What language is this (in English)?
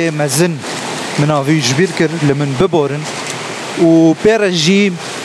Kurdish